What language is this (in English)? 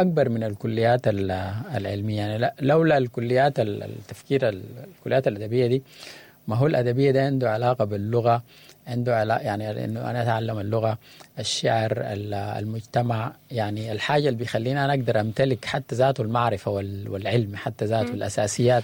Sudanese Arabic